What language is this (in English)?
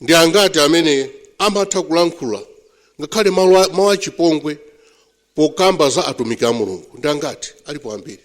Nyanja